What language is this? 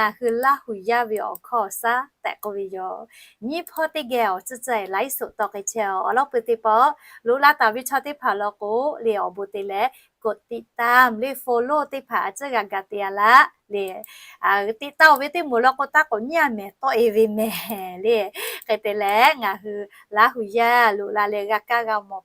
Lahu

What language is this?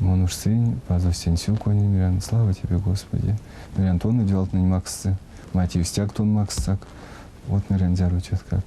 Erzya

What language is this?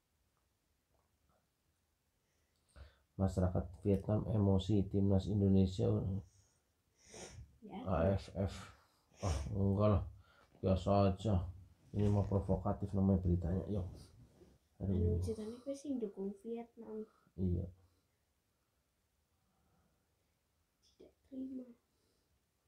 Indonesian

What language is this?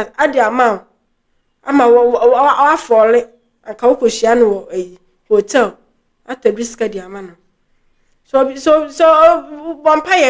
Akan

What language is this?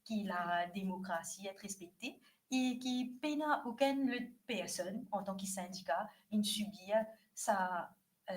Morisyen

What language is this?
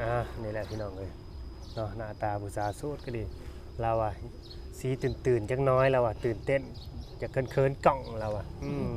Lao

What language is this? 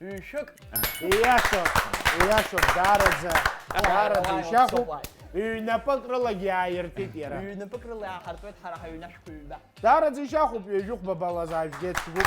Abkhazian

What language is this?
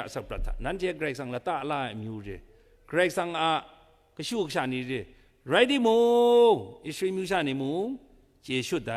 Kachin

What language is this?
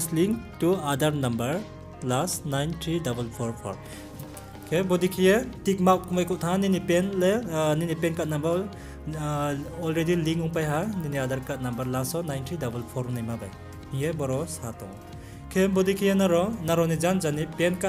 Riang (India)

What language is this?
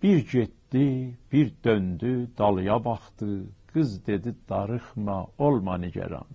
South Azerbaijani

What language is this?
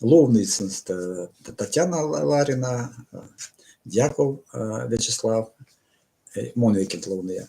Erzya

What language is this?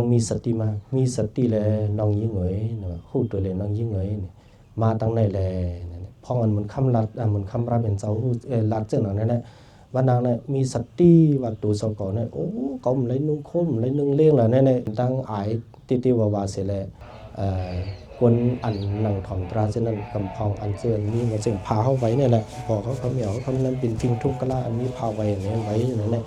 Shan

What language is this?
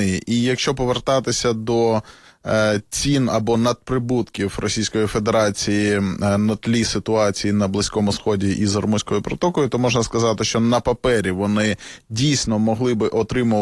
Ukrainian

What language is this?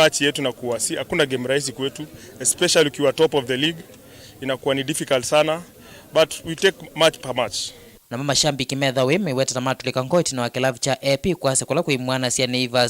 Kamba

